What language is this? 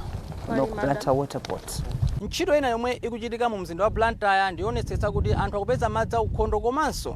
Nyanja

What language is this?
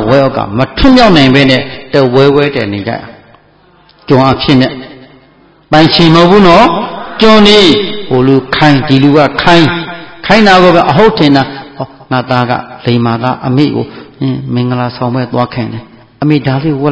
Burmese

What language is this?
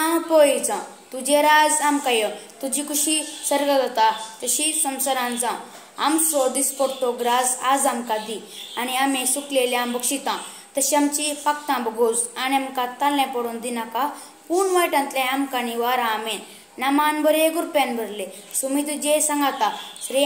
Konkani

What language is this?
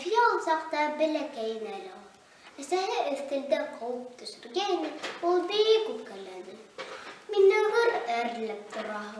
Bashkir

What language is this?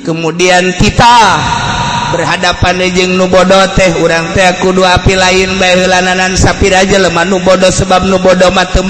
Sundanese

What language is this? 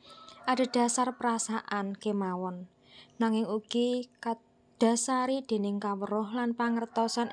Javanese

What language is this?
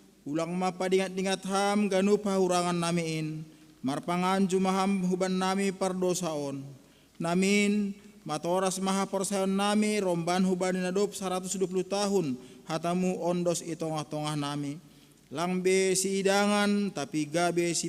Batak Simalungun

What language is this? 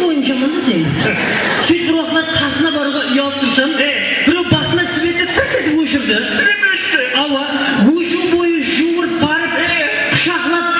Kara-Kalpak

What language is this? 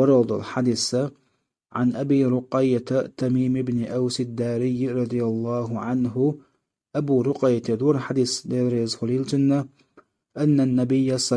Chechen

